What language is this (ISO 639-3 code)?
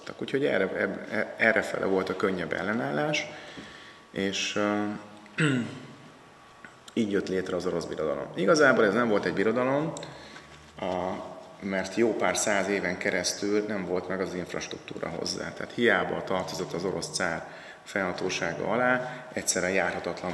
hun